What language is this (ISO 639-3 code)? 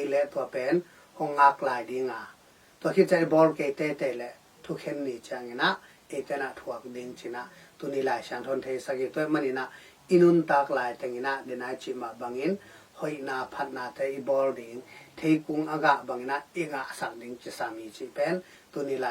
ctd